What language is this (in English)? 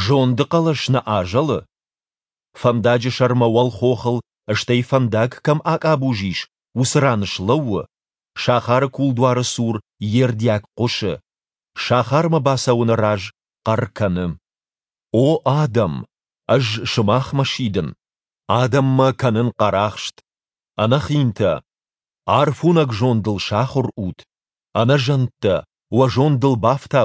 Ossetic